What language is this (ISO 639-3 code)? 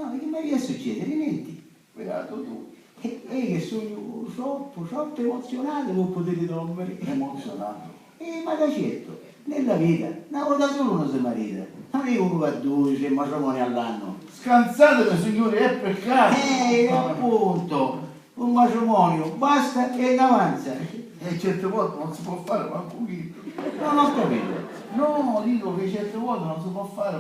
scn